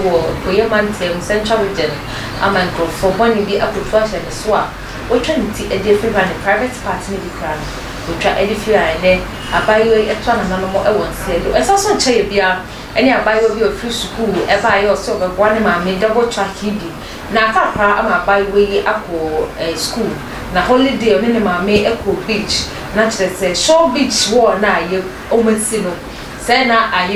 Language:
Akan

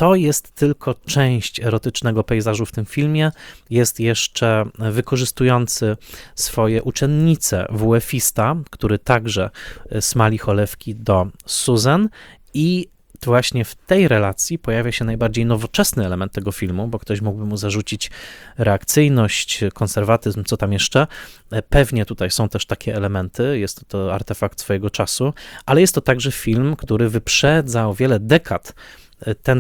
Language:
Polish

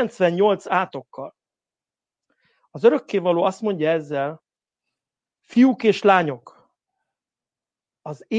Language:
Hungarian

